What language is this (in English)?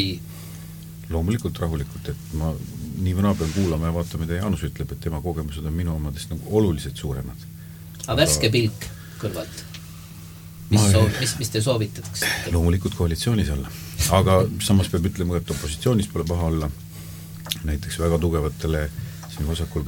Estonian